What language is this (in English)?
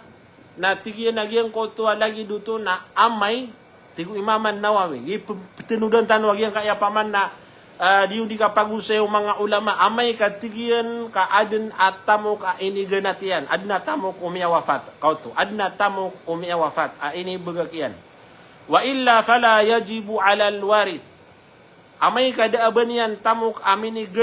Maranao